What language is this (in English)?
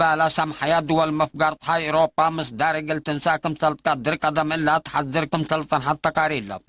Tigre